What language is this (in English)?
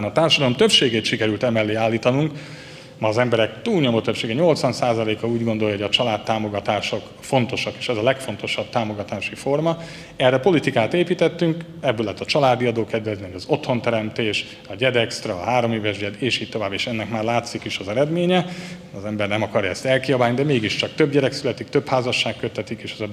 Hungarian